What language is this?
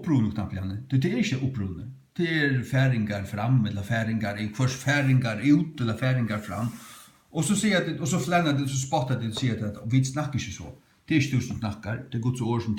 Faroese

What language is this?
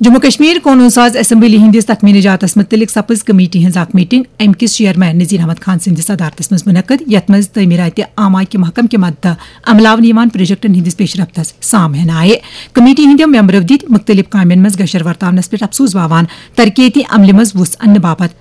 Kashmiri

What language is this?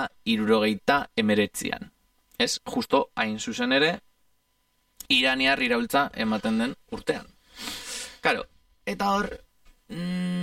Basque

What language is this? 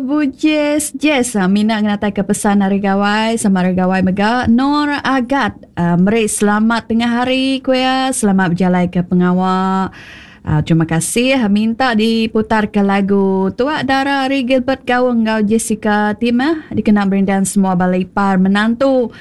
Iban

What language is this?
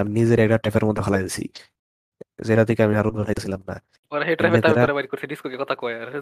Bangla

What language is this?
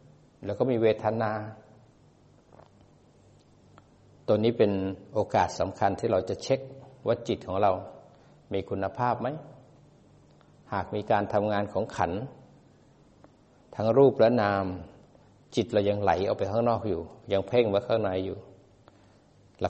Thai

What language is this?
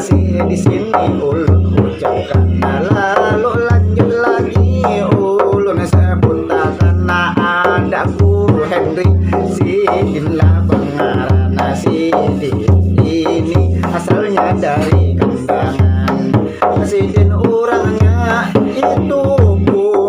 Banjar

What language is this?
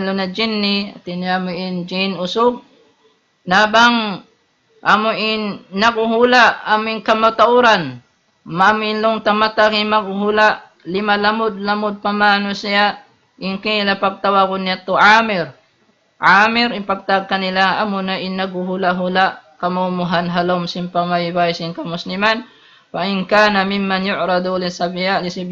Tausug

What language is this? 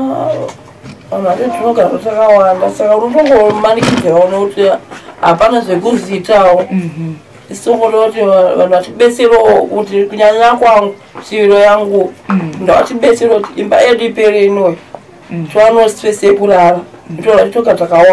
Shona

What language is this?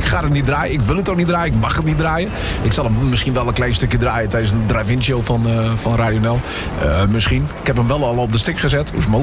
Dutch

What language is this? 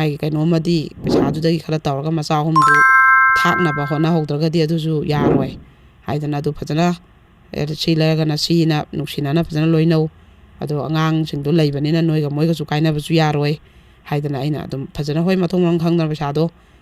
Manipuri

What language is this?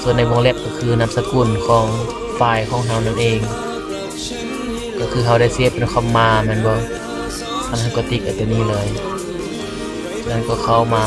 Lao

